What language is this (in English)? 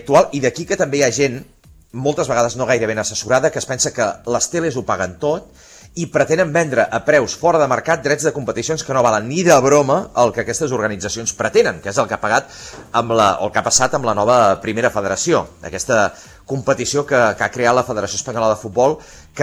Catalan